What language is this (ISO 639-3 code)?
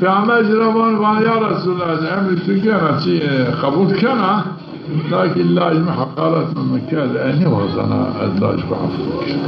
zza